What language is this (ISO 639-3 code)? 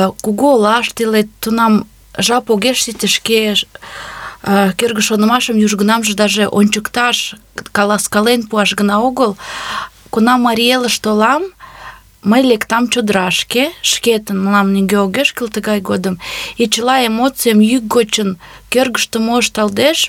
chm